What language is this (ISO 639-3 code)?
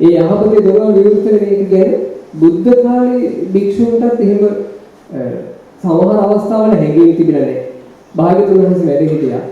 sin